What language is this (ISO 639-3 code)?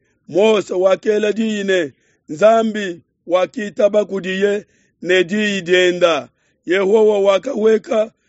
lua